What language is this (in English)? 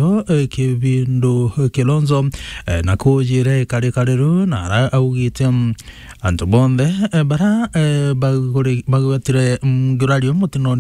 Meru